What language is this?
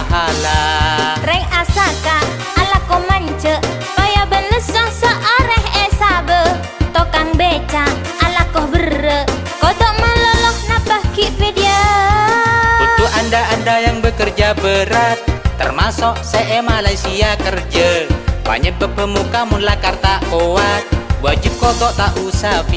Madurese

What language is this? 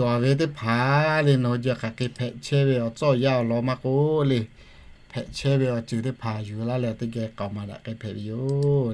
Lahu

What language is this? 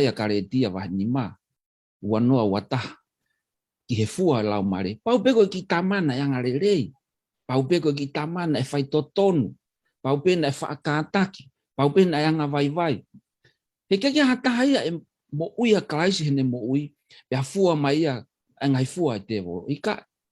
Tongan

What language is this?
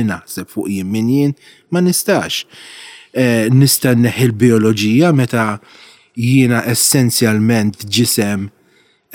Maltese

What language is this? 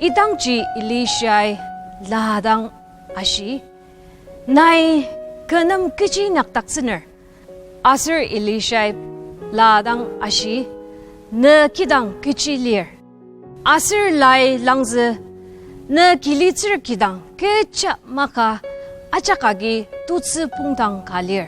Ao Naga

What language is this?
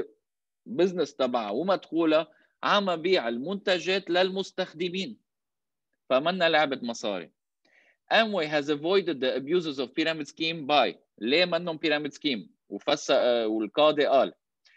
North Levantine Arabic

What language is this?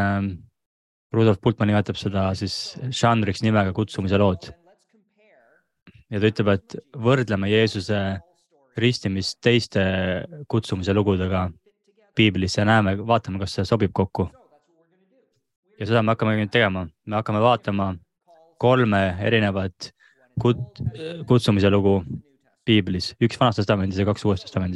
Estonian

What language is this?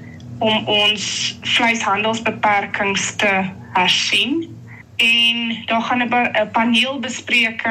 Afrikaans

